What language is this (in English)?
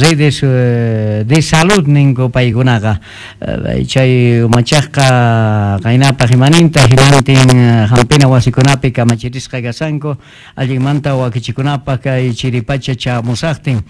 Quechua